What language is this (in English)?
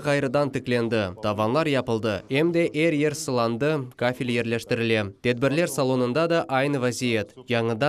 Crimean Tatar